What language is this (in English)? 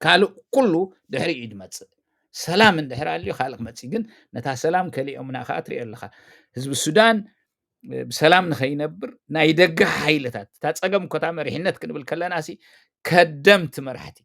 Tigrinya